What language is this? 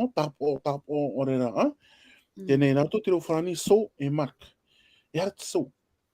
Tahitian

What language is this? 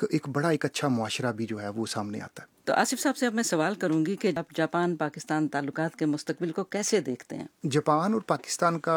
Urdu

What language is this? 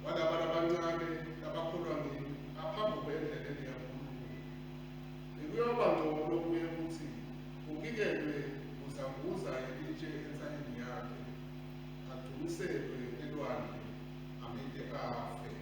Swati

